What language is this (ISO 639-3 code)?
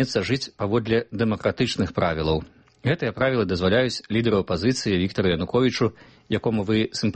bel